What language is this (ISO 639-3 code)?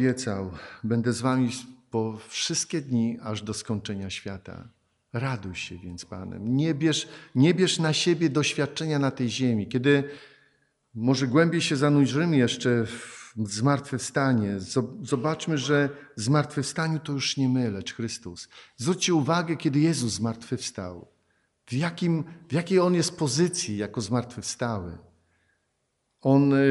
pol